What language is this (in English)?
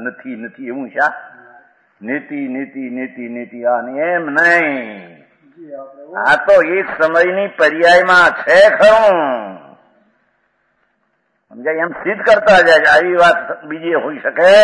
Gujarati